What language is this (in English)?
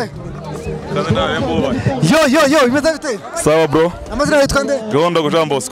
Kinyarwanda